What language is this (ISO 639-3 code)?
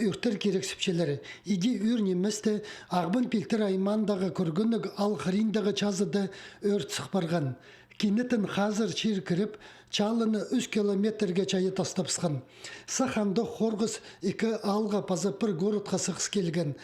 kjh